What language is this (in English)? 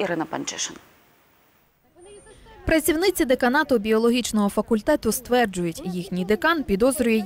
Ukrainian